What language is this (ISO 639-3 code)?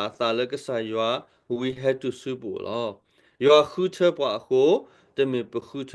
ksw